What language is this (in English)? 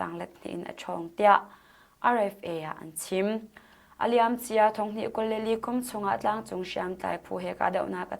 Hakha Chin